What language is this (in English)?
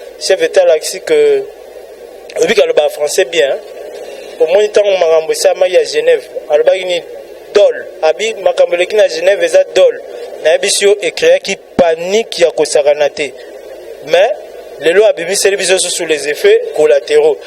Lingala